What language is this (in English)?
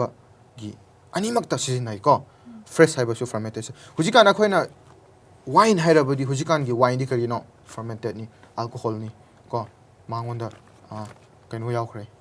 Manipuri